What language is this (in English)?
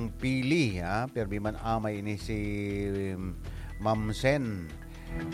Bikol